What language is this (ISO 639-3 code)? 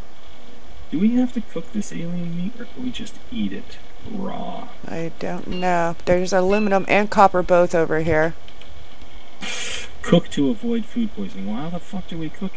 eng